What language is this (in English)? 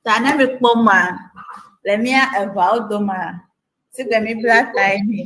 Ewe